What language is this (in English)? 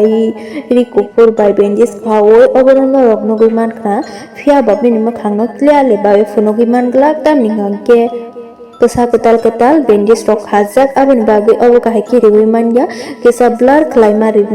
Kok Borok